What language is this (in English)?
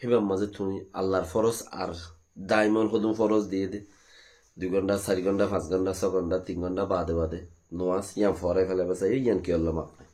Rohingya